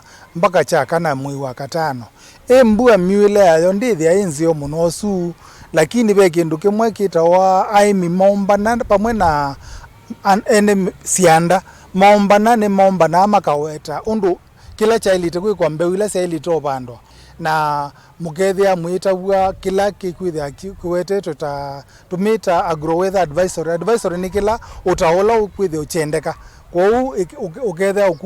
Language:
Kamba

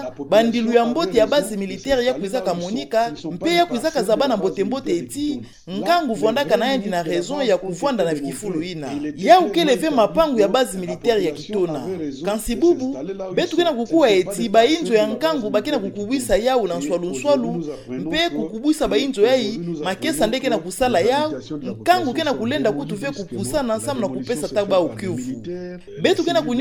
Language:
Kituba (Democratic Republic of Congo)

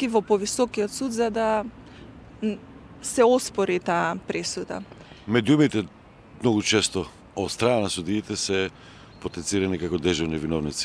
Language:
Macedonian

